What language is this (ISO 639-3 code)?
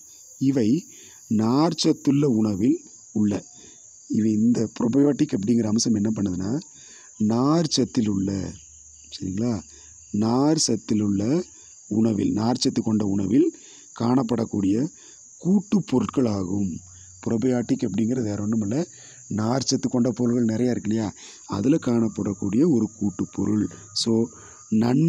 tam